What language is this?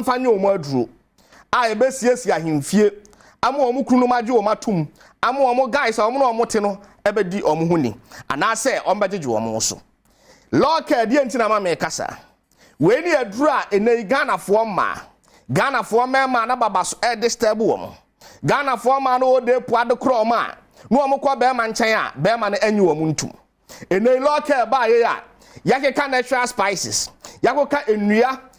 Akan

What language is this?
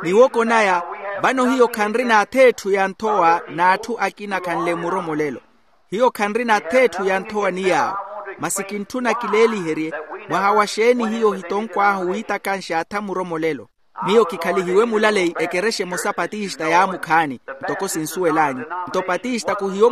Makhuwa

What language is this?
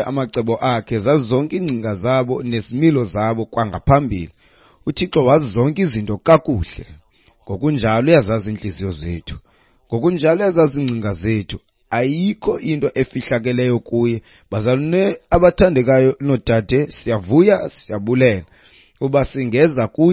Xhosa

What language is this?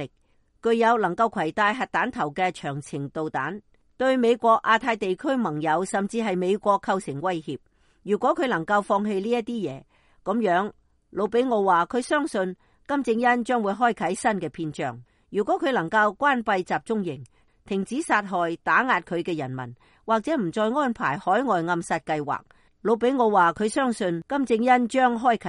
Cantonese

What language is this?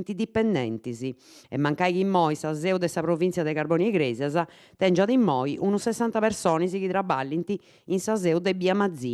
Sardinian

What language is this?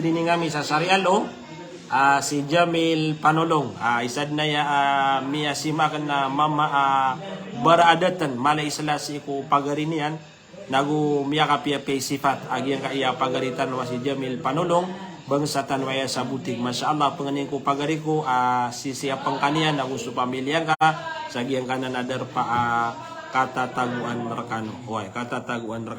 Maranao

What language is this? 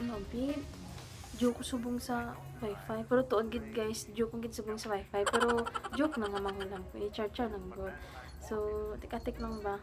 Hiligaynon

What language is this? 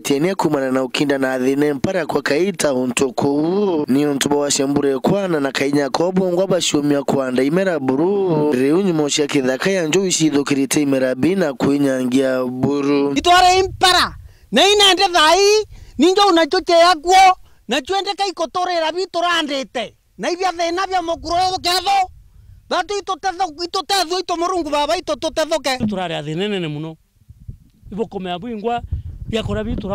Meru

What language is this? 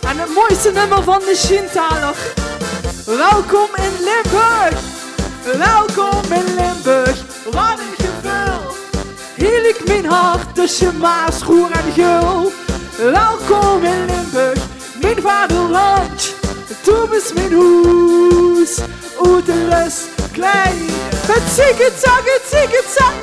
Limburgish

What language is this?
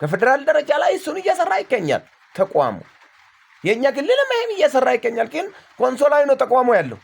Amharic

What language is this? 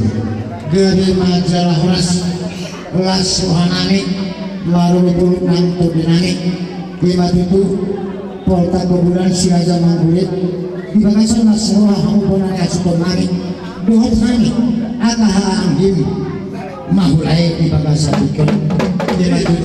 Batak Toba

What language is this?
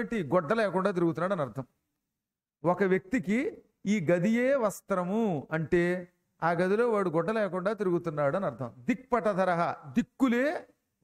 Telugu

